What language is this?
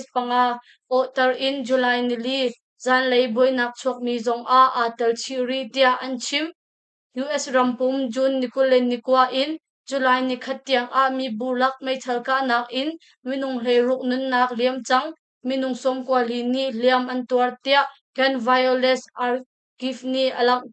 Hakha Chin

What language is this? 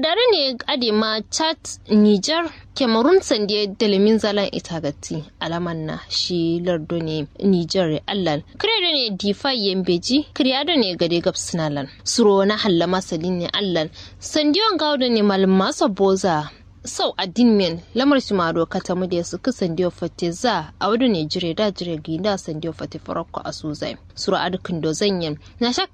Kanuri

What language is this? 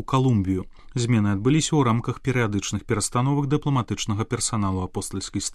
Belarusian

